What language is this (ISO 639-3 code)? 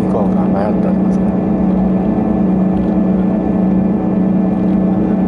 jpn